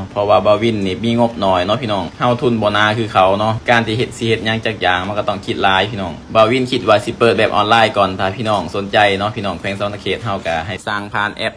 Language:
Lao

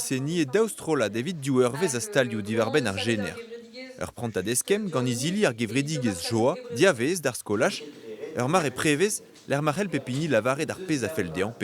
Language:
Breton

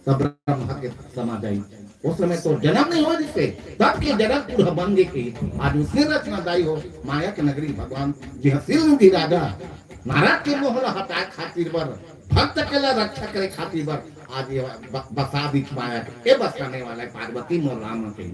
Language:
Chhattisgarhi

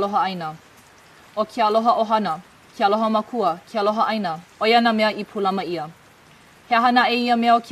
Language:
Hawaiian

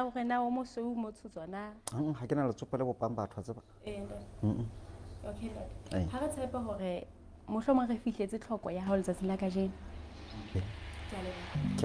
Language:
Southern Sotho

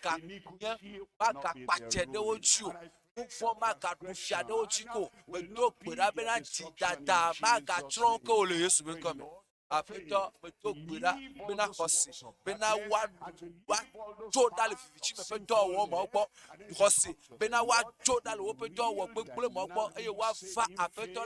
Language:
Ewe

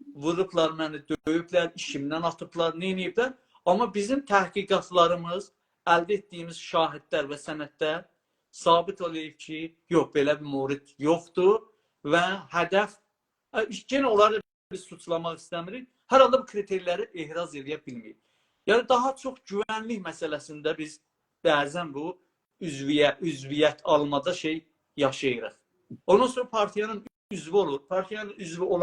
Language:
South Azerbaijani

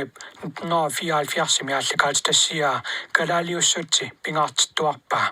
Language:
Kalaallisut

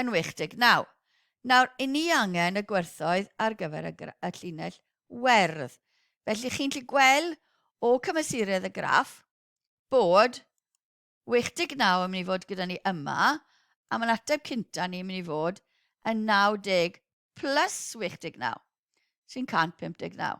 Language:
Welsh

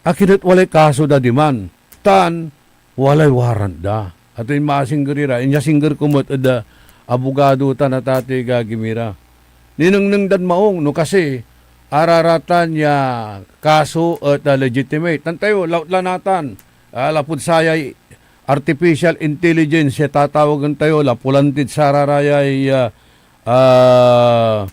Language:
Pangasinan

